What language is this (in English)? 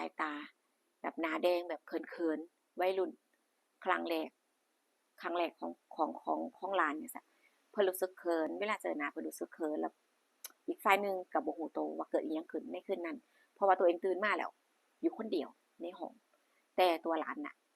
Northeastern Thai